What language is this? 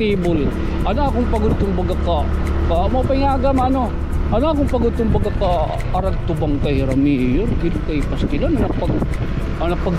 Waray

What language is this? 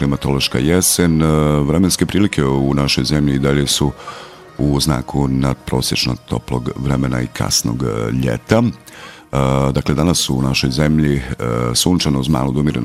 Bosnian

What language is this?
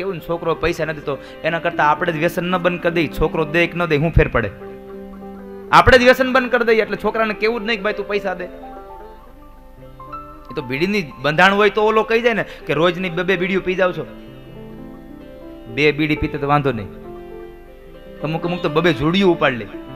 Gujarati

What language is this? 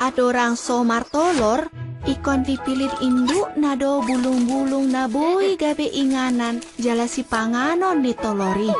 Batak Toba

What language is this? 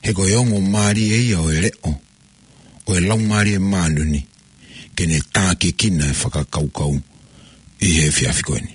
Tongan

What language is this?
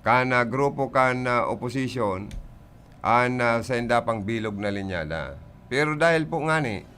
Bikol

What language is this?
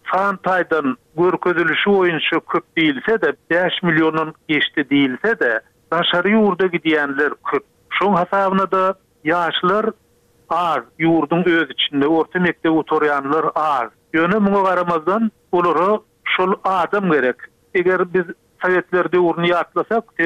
Turkmen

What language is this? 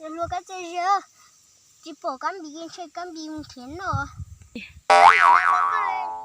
Hmong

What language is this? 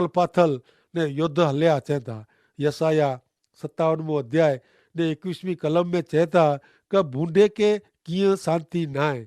Kachhi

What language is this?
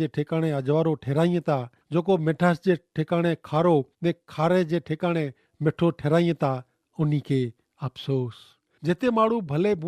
Kachhi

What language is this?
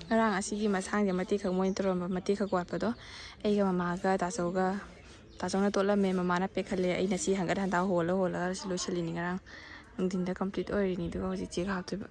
Manipuri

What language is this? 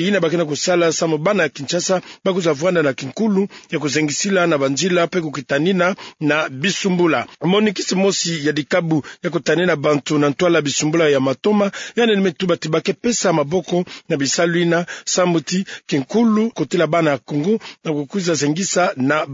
Kituba (Democratic Republic of Congo)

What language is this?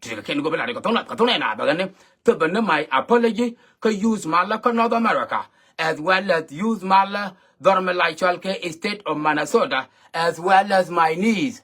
Nuer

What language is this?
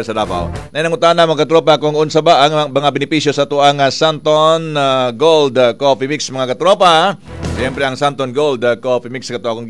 Cebuano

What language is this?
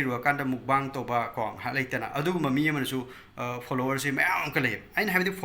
Manipuri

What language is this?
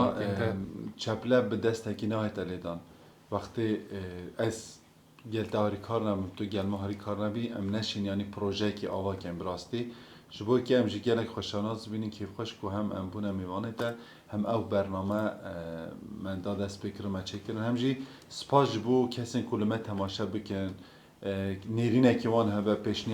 Kurdish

